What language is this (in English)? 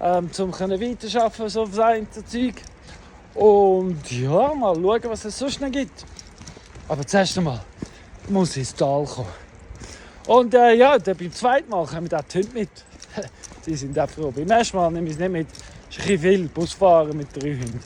Swiss German